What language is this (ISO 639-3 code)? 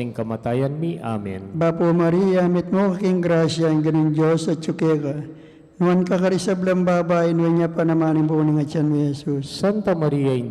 pam